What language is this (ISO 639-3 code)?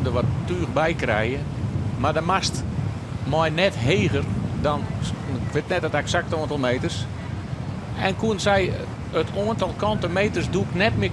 fry